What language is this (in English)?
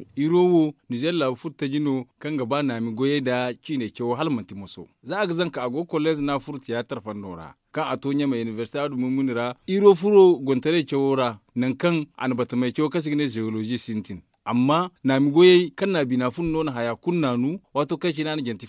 Zarma